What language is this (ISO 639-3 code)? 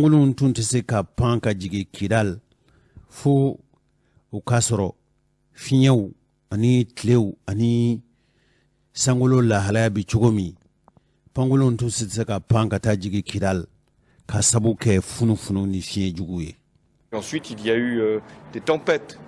bam